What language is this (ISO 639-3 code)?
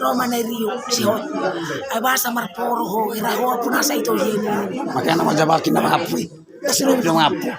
bbc